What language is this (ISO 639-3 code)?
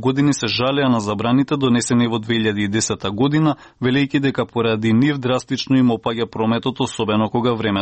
mkd